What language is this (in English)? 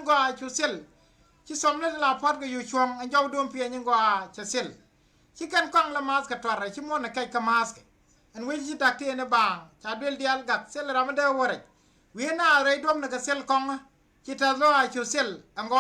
Nuer